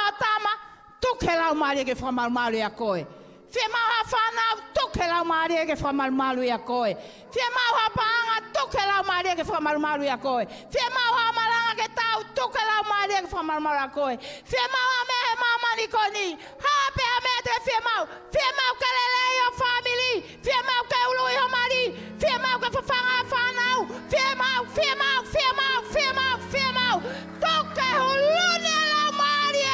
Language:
Tongan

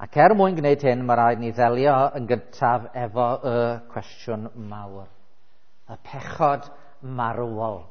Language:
Welsh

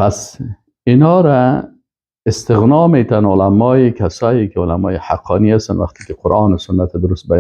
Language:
Persian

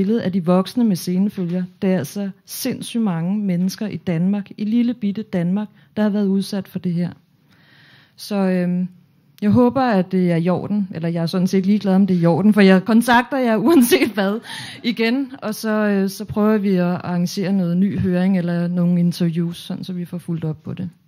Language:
Danish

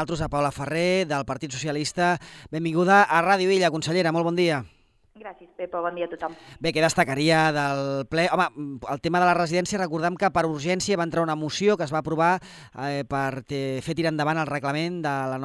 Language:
Catalan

